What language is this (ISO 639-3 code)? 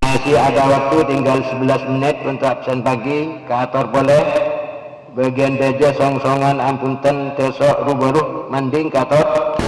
mad